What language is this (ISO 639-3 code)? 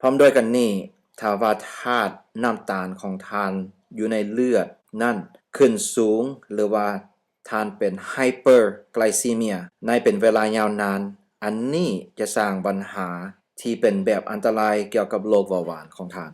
lao